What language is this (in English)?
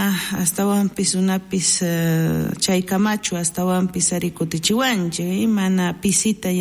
South Bolivian Quechua